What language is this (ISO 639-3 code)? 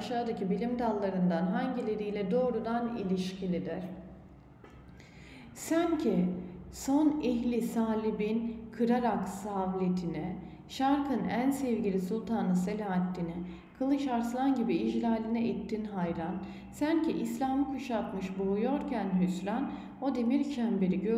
tur